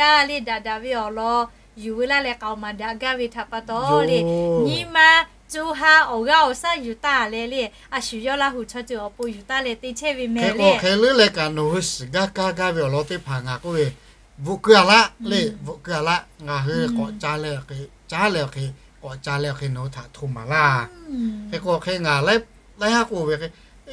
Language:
Lahu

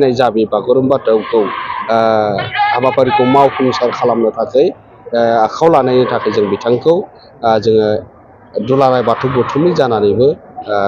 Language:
Bodo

